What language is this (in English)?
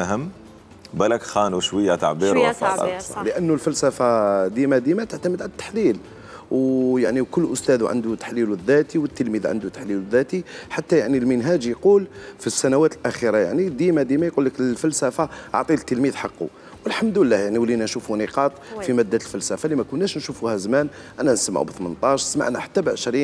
Algerian Arabic